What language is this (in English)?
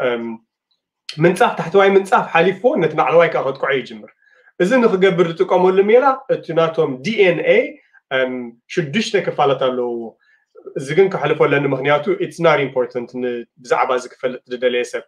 Tigrinya